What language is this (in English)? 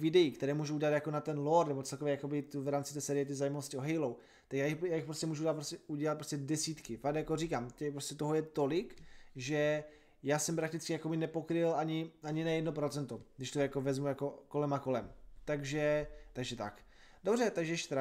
Czech